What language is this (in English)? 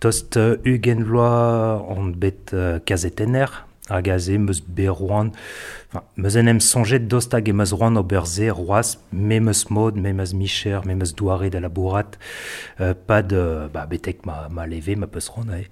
Breton